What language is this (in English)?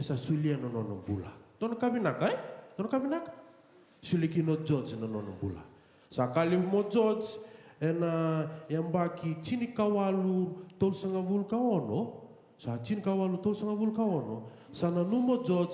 Fijian